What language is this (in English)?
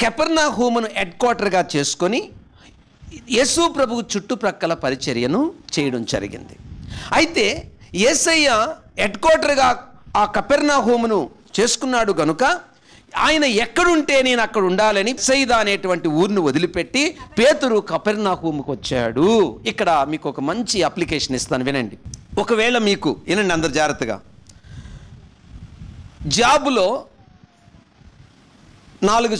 Telugu